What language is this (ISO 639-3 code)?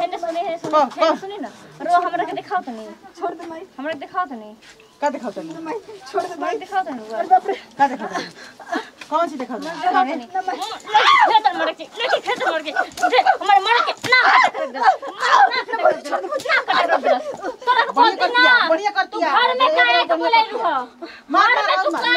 bho